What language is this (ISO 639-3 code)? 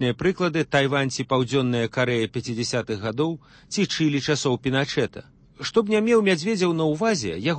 bel